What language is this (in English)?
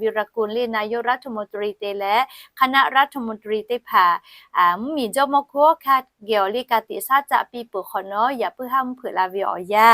Lahu